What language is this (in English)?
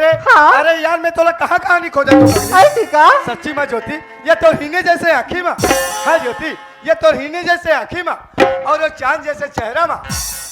Chhattisgarhi